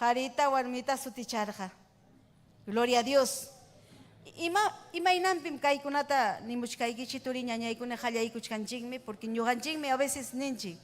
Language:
Ayacucho Quechua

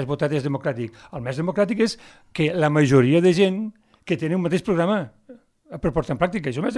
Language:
Catalan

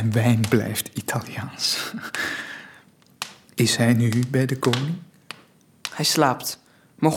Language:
Dutch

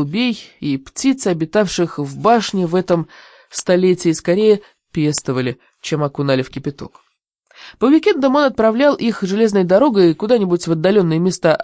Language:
Russian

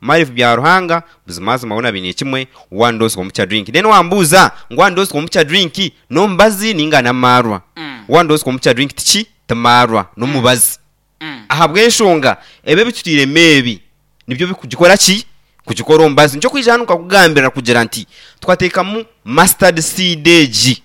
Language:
Nyankole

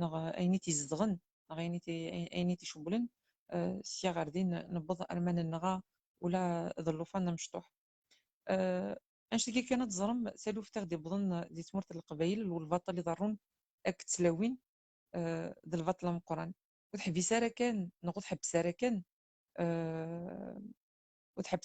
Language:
Kabyle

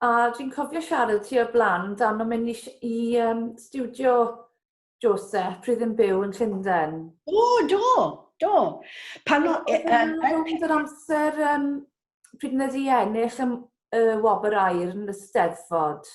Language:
Welsh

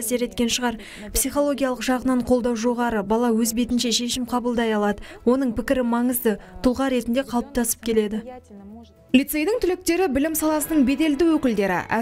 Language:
Kazakh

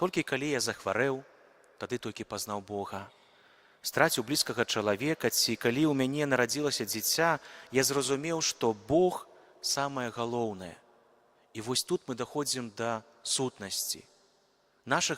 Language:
Belarusian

